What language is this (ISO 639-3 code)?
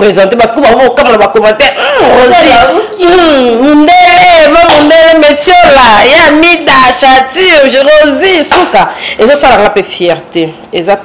lin